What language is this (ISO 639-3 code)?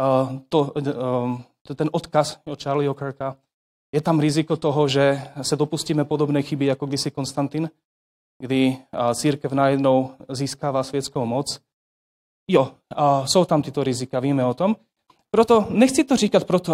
ces